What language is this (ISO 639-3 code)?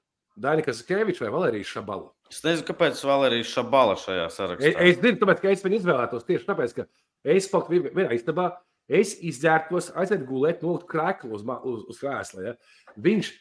lav